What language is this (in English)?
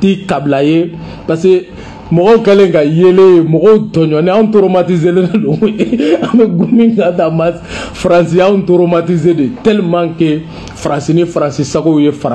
Bambara